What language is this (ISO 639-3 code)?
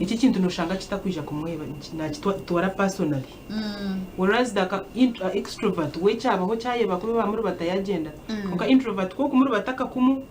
nyn